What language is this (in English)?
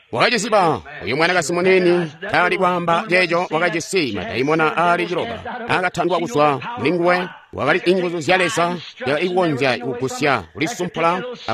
Tonga (Zambia)